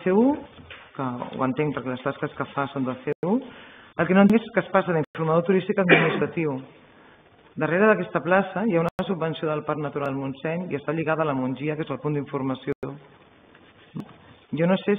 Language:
Catalan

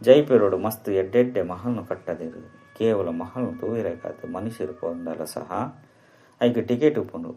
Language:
Tulu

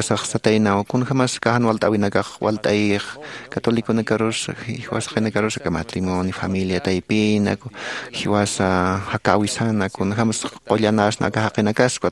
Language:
Aymara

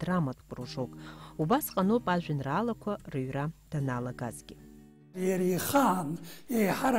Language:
Abkhazian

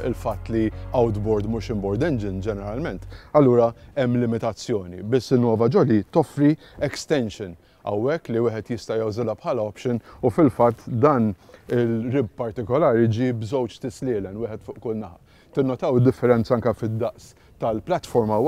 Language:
Maltese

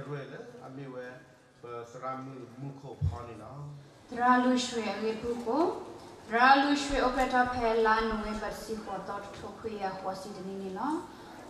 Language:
S'gaw Karen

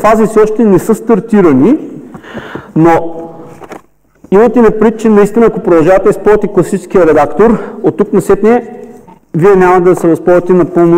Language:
Bulgarian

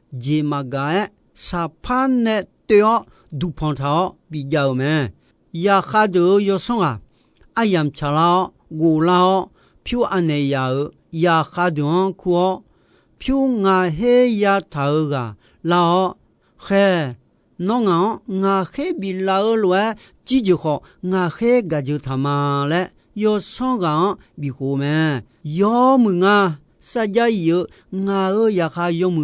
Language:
Akha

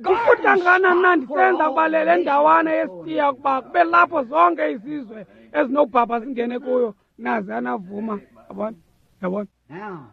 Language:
Xhosa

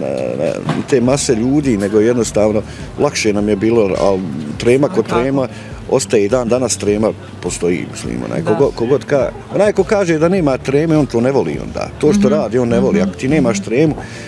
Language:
Bosnian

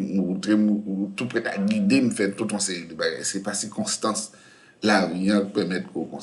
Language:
Haitian Creole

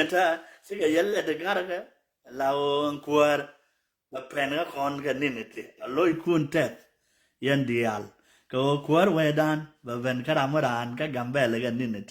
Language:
Nuer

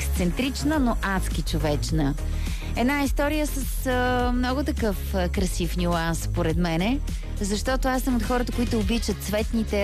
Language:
Bulgarian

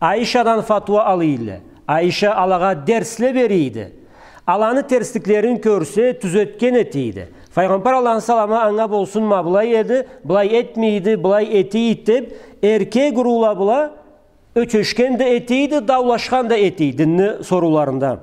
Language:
Karachay-Balkar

